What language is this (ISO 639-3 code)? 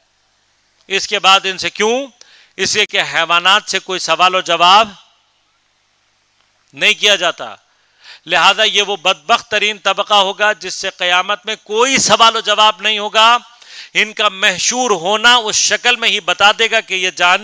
urd